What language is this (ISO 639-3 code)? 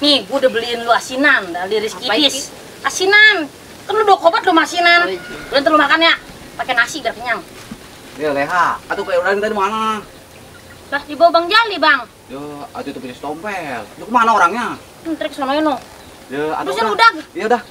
bew